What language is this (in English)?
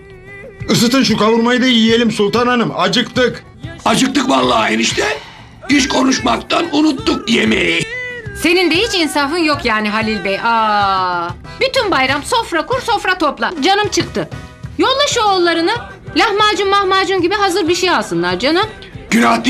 Turkish